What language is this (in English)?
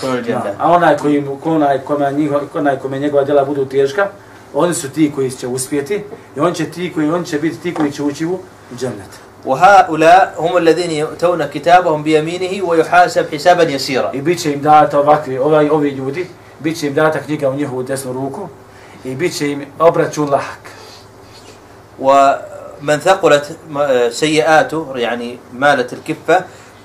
Bosnian